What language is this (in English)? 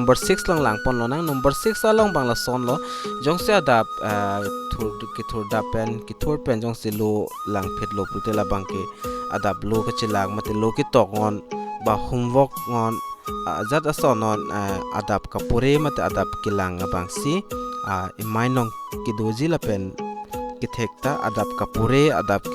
Karbi